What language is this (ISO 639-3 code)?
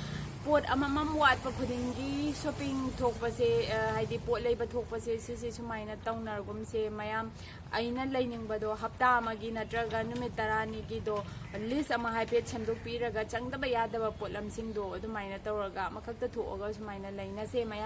mni